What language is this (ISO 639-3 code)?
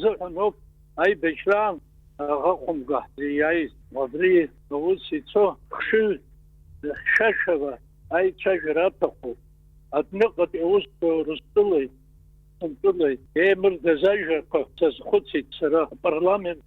abk